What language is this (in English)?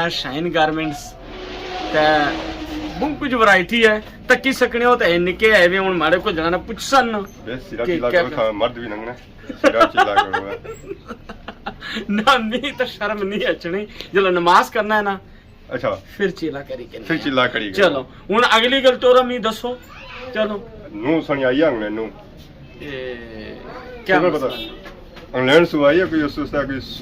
Pahari-Potwari